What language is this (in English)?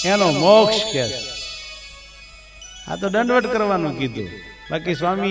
Gujarati